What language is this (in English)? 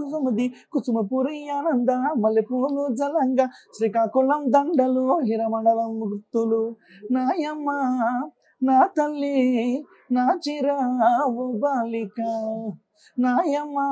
Telugu